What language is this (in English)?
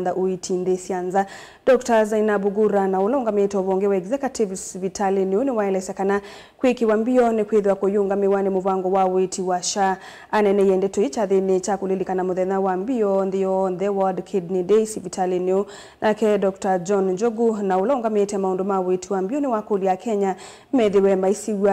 Kamba